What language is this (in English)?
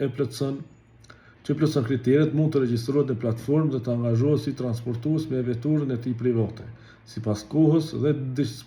Albanian